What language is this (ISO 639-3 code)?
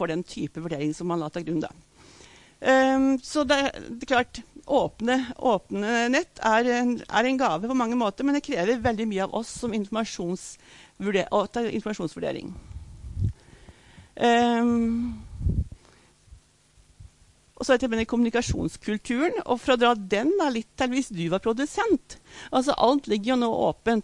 nor